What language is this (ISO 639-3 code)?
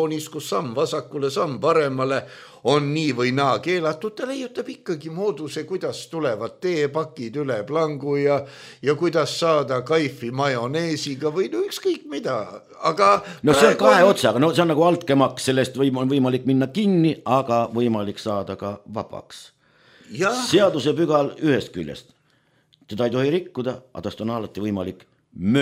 est